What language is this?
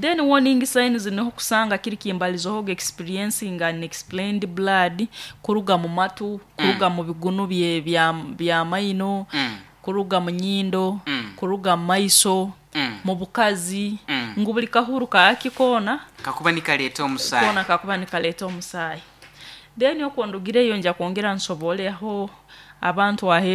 Nyoro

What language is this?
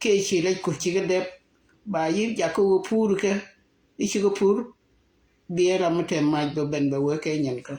Nuer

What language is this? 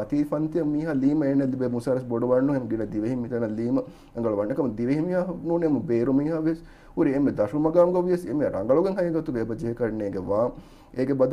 Divehi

